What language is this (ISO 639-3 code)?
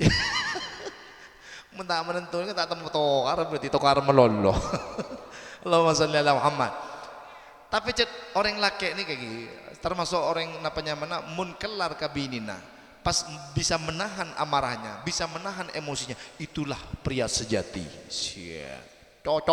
mad